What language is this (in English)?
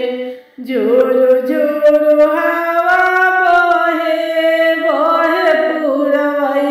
Bhojpuri